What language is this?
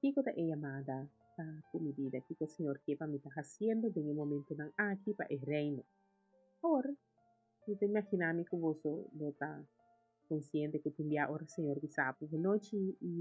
Papiamento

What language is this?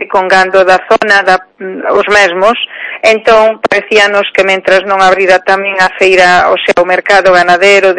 Galician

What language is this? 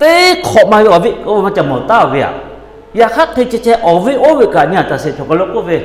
Lahu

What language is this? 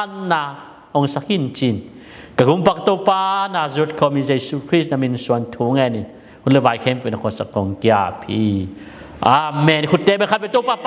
Tedim Chin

